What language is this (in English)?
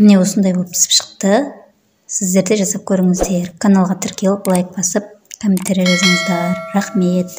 Kazakh